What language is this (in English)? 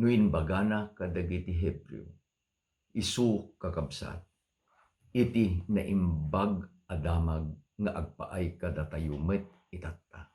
Iloko